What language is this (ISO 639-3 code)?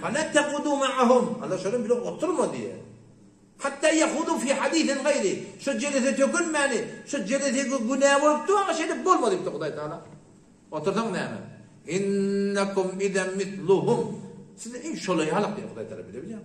tuk